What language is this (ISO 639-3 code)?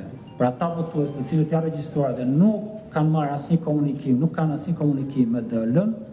sqi